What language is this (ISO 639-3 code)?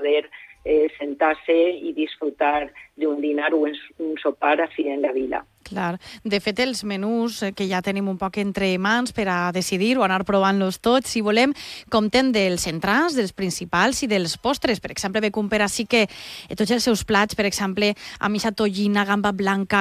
cat